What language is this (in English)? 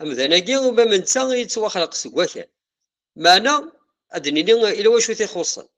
Kabyle